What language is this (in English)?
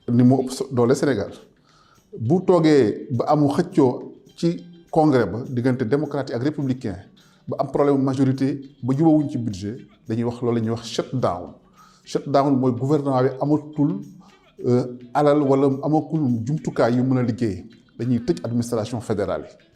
Wolof